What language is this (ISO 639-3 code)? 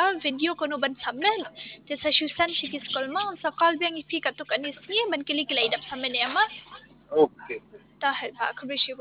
kha